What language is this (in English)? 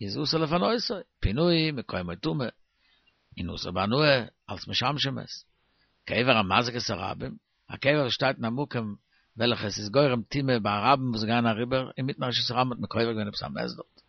Yiddish